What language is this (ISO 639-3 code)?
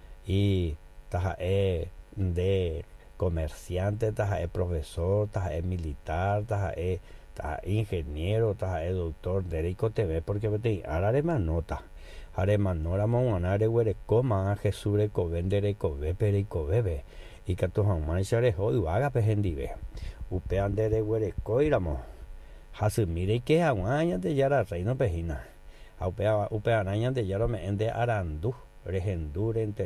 grn